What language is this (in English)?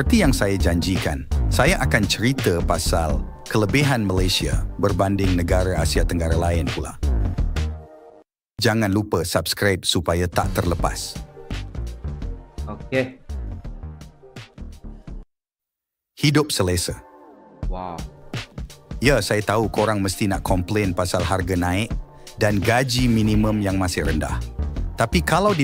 Malay